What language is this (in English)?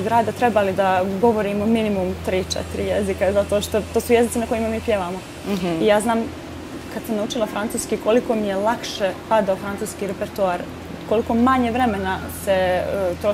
Bosnian